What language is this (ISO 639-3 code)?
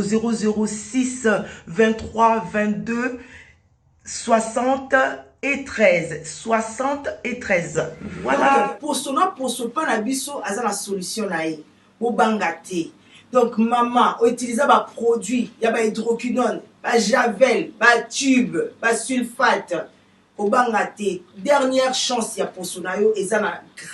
lin